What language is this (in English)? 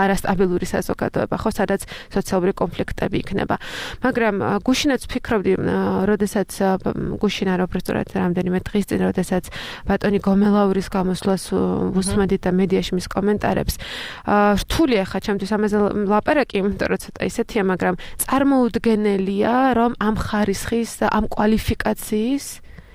Georgian